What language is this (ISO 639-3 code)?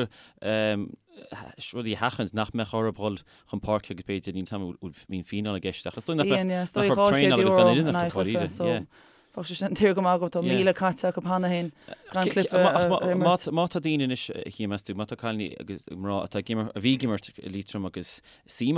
gle